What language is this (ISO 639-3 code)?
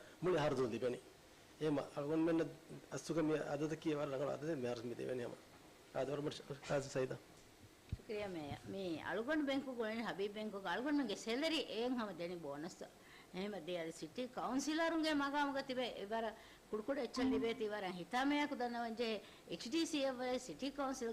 div